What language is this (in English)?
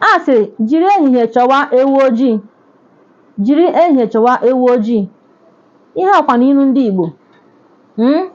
Igbo